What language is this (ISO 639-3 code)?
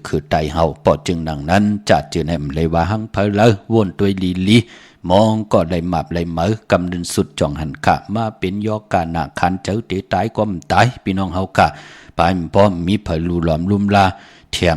shn